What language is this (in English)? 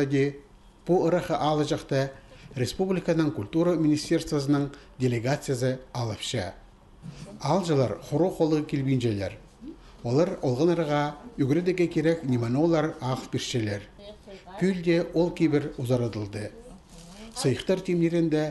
Khakas